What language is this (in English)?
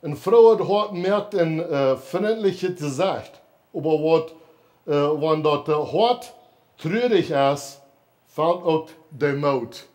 Plautdietsch